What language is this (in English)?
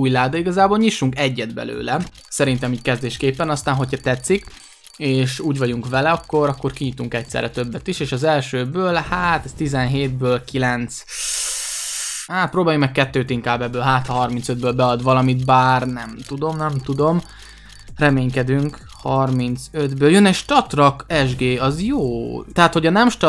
Hungarian